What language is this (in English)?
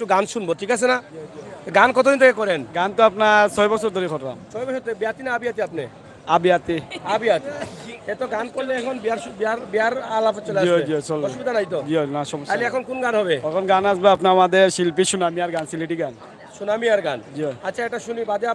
Sylheti